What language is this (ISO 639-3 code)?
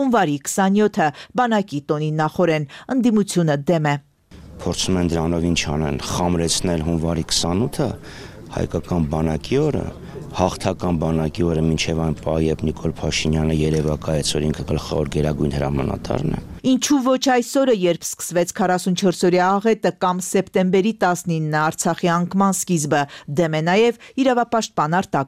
hye